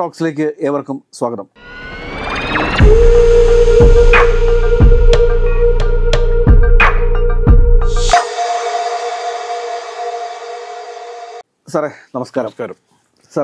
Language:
Malayalam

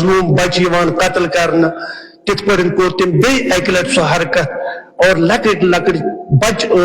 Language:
Kashmiri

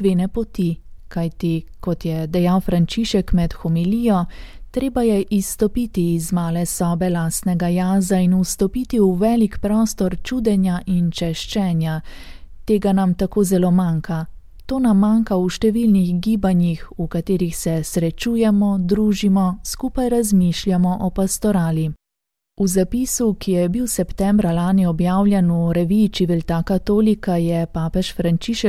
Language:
Slovenian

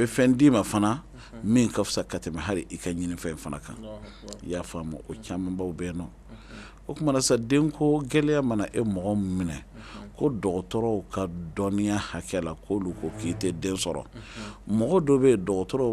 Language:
Bambara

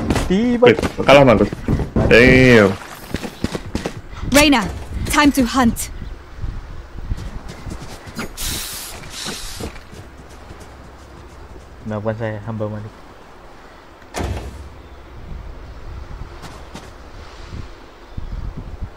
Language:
Indonesian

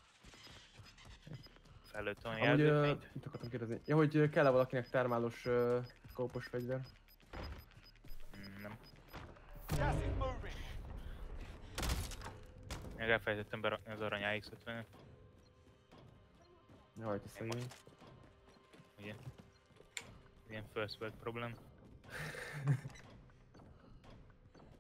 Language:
Hungarian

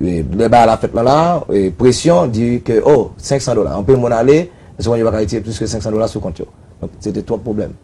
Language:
Haitian Creole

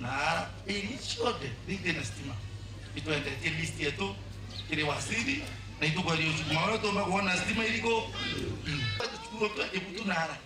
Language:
Meru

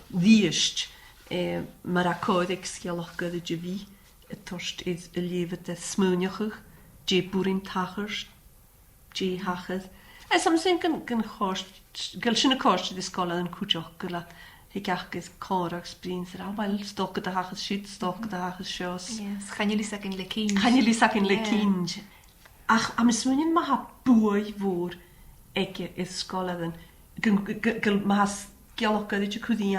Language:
Scottish Gaelic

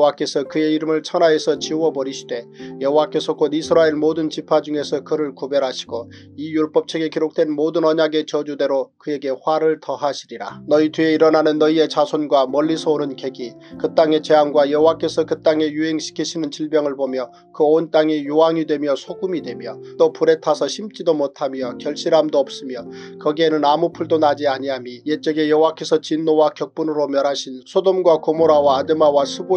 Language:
Korean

